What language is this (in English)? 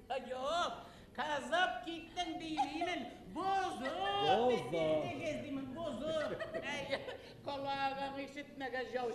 Bashkir